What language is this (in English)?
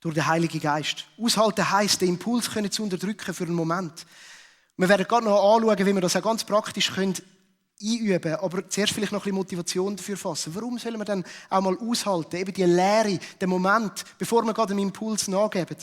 Swiss German